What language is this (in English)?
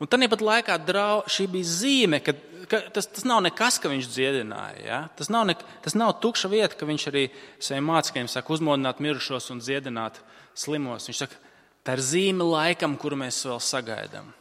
Latvian